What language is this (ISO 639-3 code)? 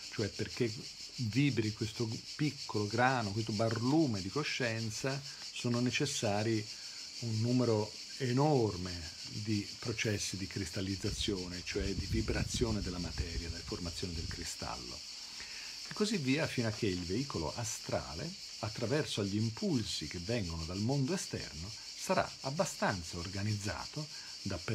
ita